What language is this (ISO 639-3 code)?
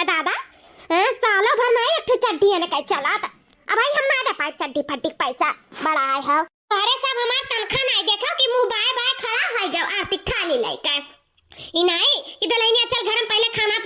awa